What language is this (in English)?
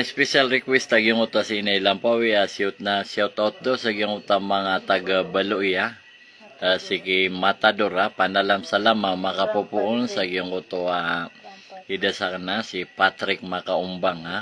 Maranao